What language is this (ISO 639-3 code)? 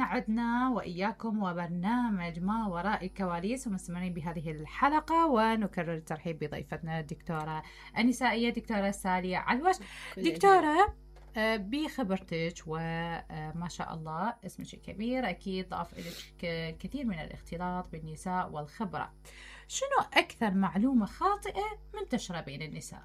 acm